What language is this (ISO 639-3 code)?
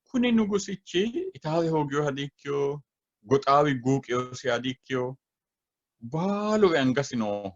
sid